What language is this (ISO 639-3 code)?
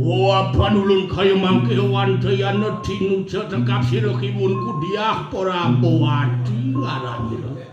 ban